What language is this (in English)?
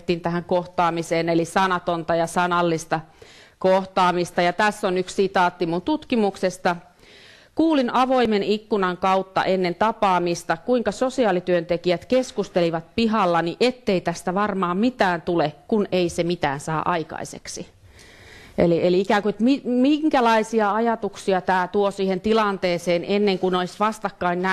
Finnish